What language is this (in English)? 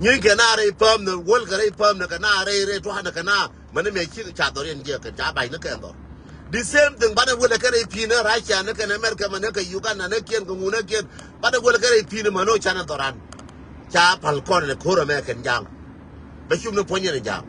Nuer